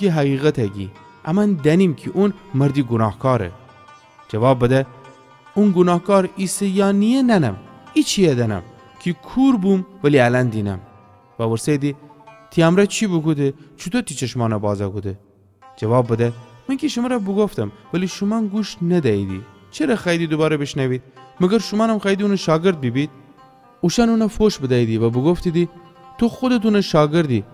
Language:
Gilaki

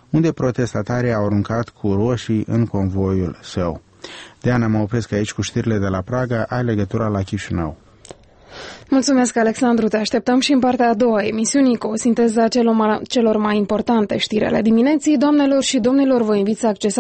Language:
Romanian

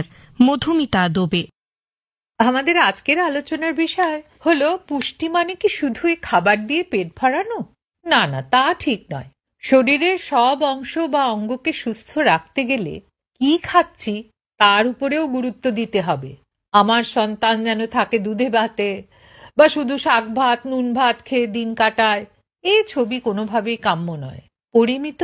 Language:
Bangla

